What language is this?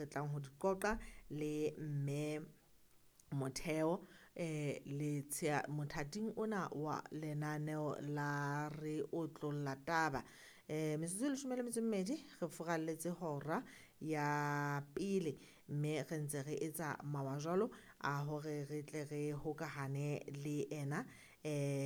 Southern Sotho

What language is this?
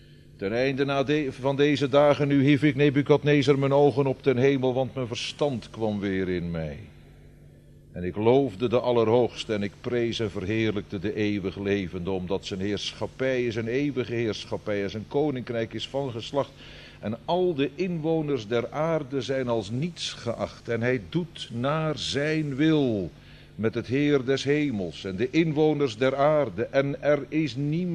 Dutch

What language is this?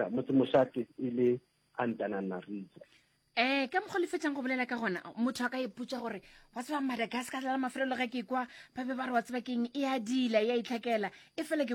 Northern Sotho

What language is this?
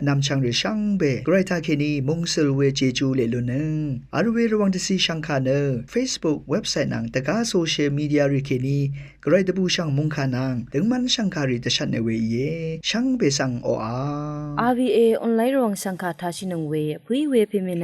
Rawang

